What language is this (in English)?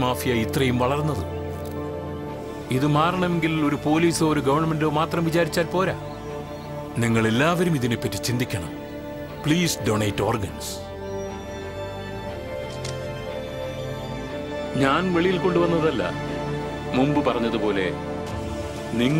Malayalam